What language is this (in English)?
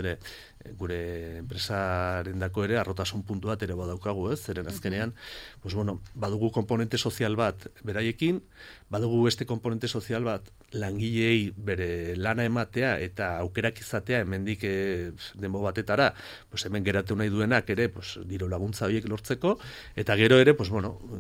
Basque